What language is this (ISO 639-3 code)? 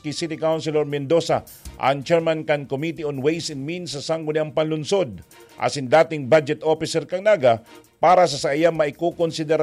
bik